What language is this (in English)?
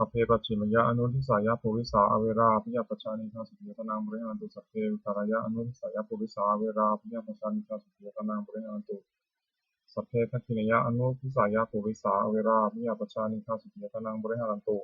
Pali